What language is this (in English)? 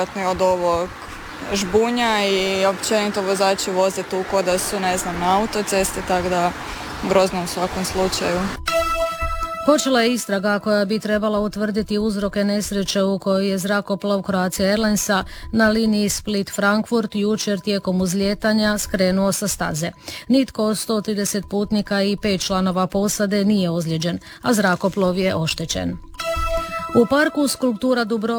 Croatian